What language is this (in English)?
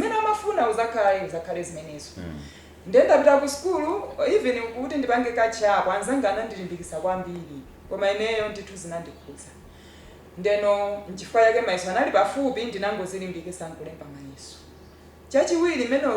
Nyanja